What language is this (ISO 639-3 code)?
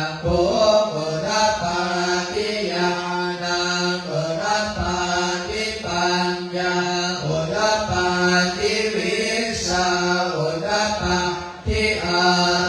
pli